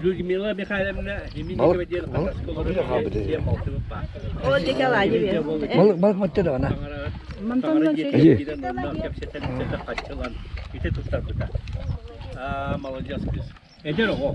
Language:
Yakut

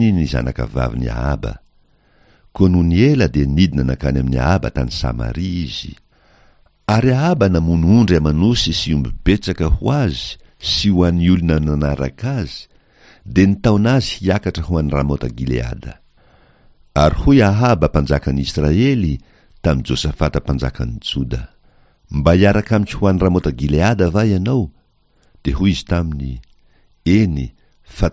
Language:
Malagasy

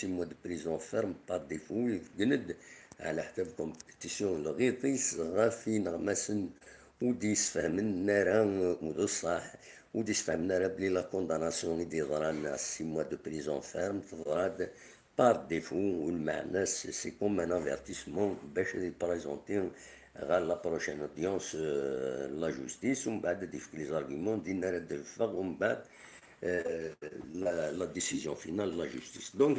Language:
Kabyle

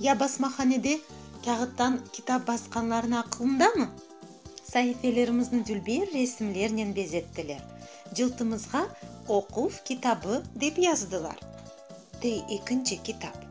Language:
Crimean Tatar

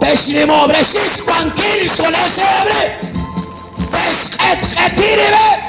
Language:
Kekchí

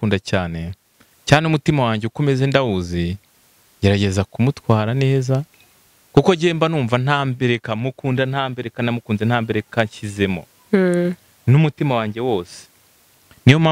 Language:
Kinyarwanda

